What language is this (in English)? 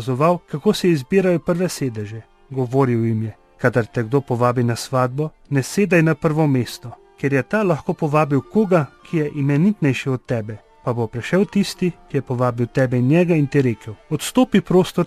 Slovenian